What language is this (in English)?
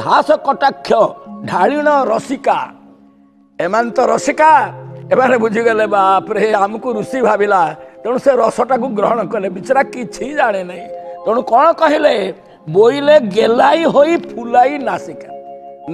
Odia